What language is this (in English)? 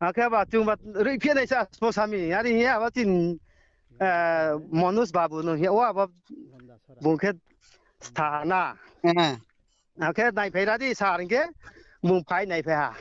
Riang (India)